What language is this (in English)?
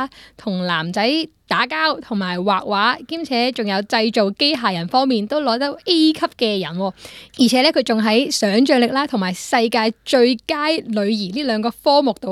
Cantonese